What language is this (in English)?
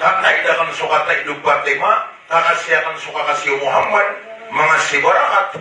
Maranao